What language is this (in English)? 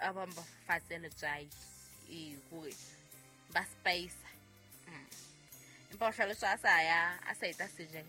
Southern Sotho